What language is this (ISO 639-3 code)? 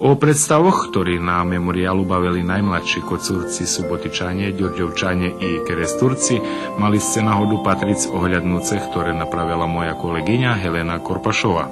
rue